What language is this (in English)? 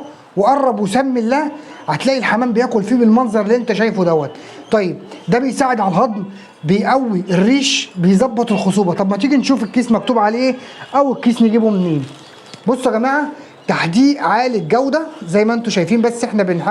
Egyptian Arabic